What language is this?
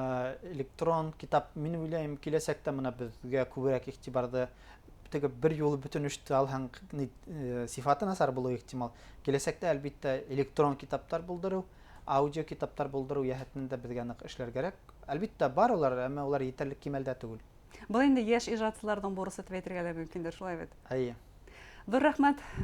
Bashkir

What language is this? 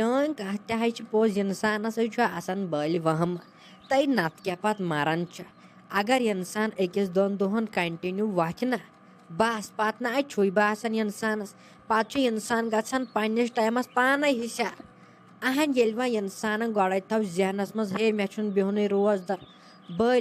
Kashmiri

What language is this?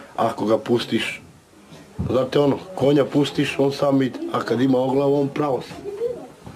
Serbian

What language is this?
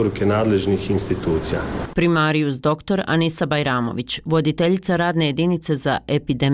Bosnian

